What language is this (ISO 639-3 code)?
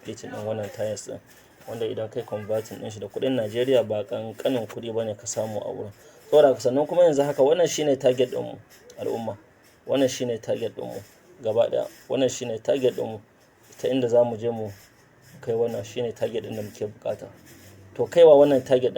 hau